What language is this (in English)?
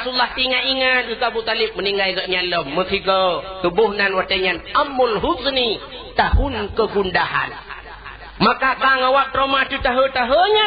Achinese